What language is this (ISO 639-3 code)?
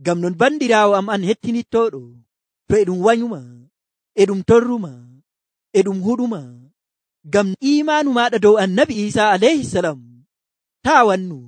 fuv